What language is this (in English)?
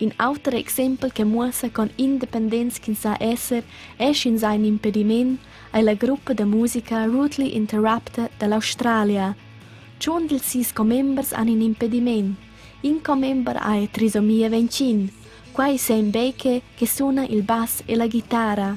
Romansh